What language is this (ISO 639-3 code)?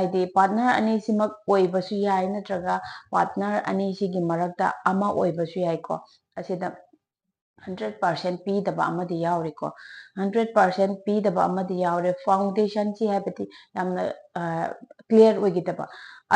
mni